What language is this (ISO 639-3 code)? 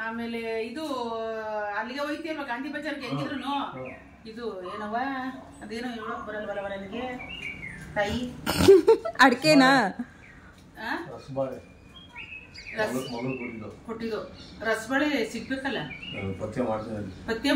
kan